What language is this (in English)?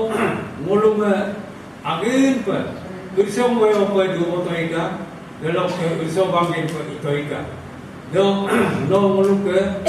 Adi